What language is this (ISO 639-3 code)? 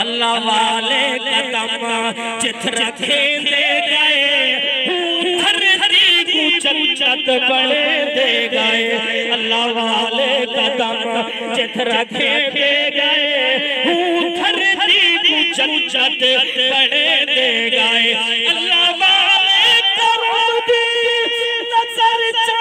skr